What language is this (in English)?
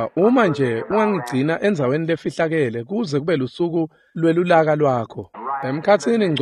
Swati